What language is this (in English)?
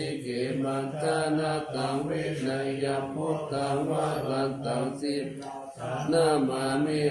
Pali